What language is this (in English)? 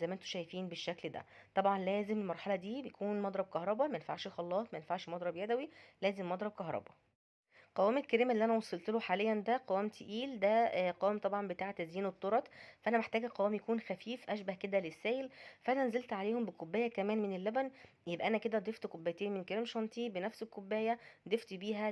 Egyptian Arabic